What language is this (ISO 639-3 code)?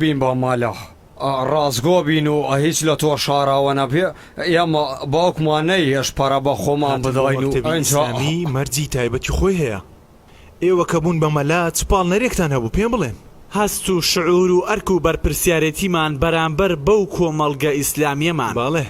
ckb